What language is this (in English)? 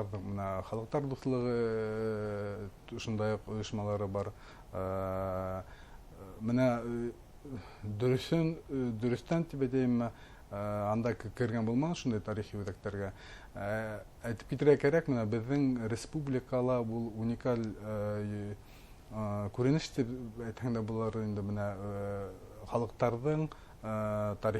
Bashkir